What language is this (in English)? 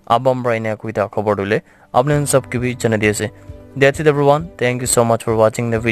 Naga Pidgin